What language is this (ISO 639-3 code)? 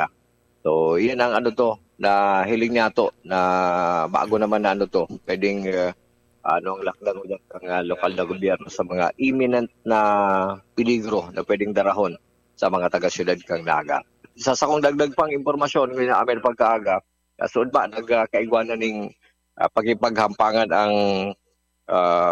bik